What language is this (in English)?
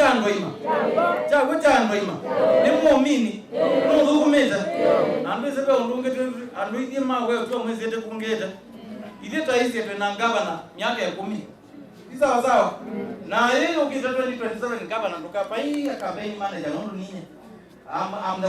Kamba